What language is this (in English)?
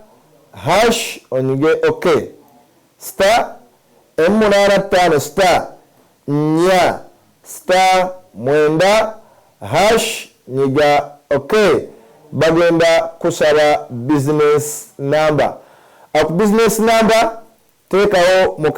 Ganda